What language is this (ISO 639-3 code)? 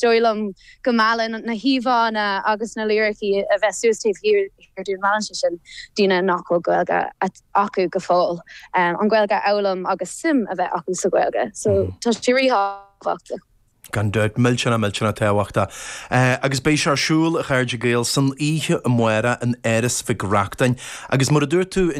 gle